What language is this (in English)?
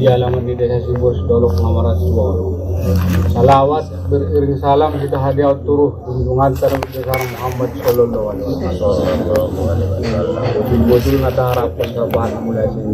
Batak Angkola